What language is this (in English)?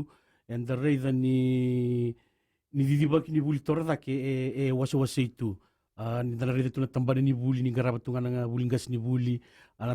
Fijian